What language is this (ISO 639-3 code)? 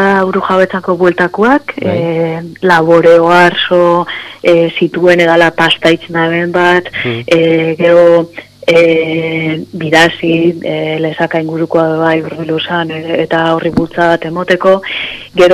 eus